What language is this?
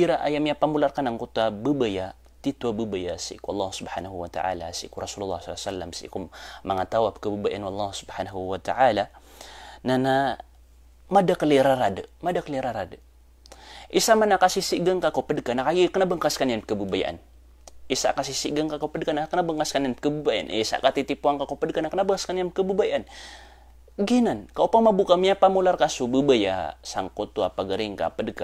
Maranao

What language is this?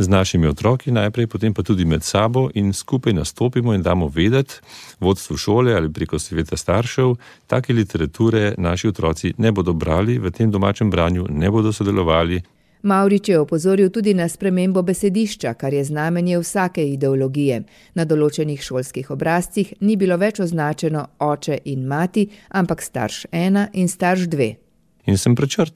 Slovenian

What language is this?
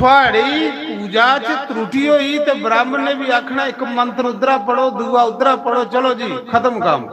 Dogri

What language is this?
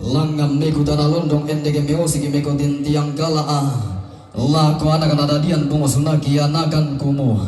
Toraja-Sa'dan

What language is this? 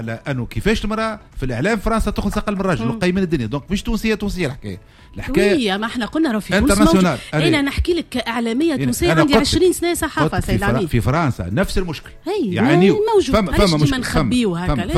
Tunisian Arabic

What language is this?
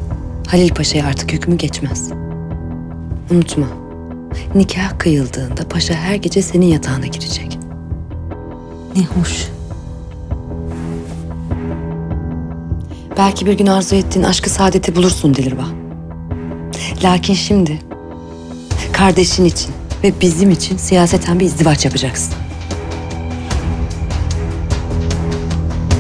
Turkish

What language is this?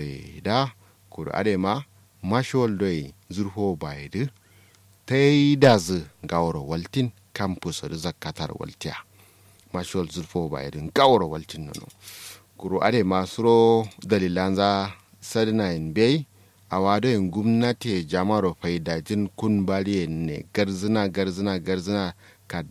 Kanuri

